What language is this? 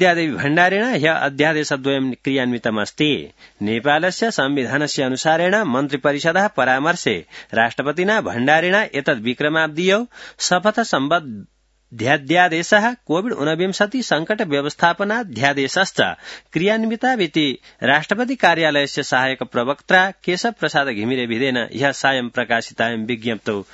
Sanskrit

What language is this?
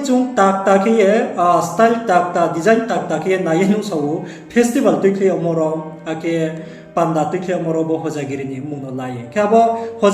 Riang (India)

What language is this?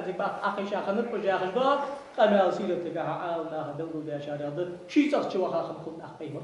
Ingush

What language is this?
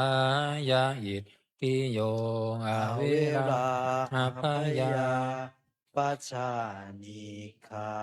Pali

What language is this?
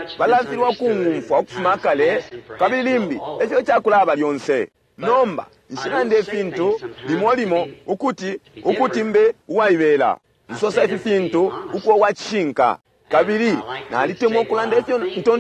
Bemba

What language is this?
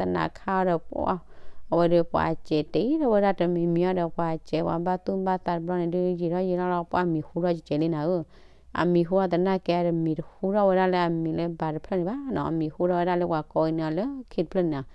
S'gaw Karen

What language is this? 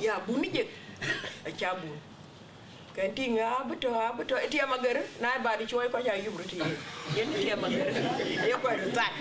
Dinka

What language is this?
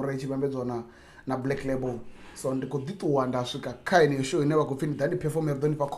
Venda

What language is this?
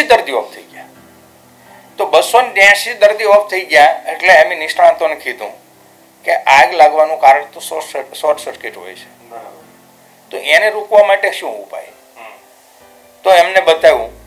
Gujarati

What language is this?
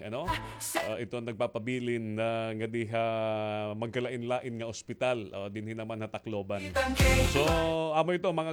Waray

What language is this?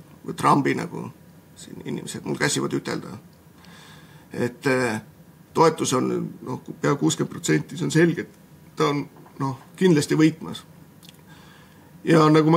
Estonian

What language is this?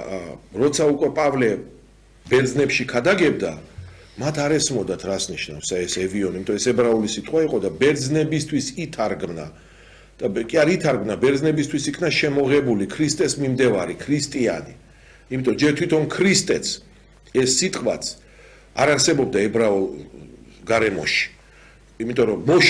Georgian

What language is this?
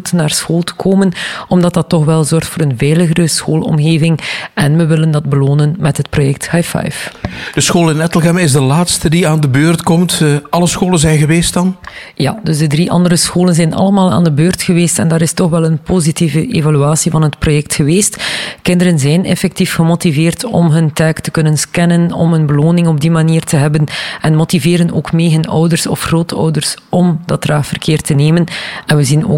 Dutch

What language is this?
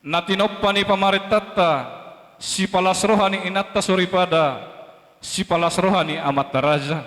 Batak Toba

